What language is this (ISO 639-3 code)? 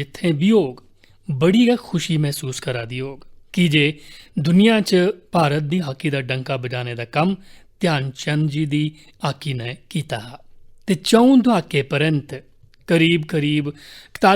doi